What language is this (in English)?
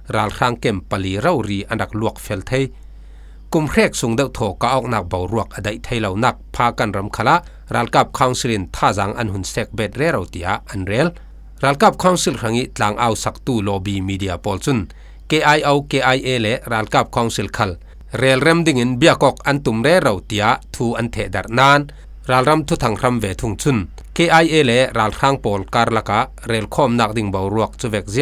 Falam Chin